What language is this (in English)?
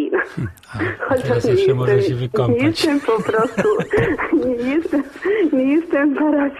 Polish